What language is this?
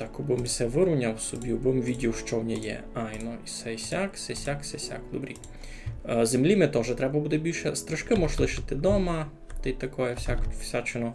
Rusyn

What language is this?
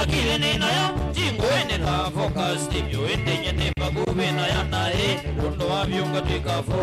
Kamba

